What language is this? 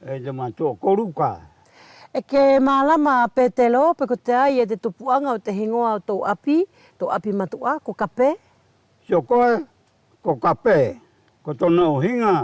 Wallisian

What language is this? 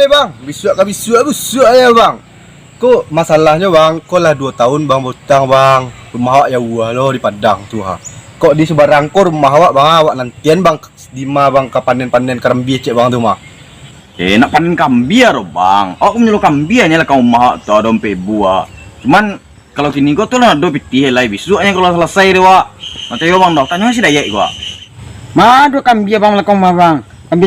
Minangkabau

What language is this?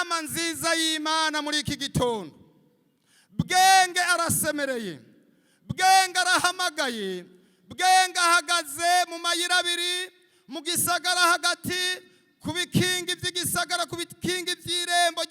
Rundi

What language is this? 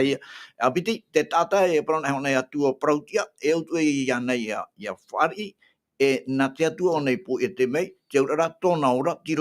Tahitian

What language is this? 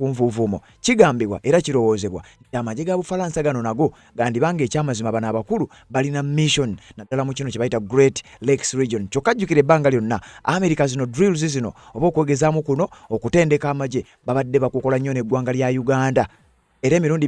Ganda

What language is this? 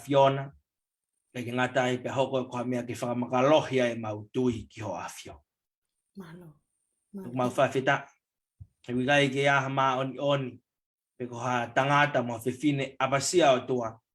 Tongan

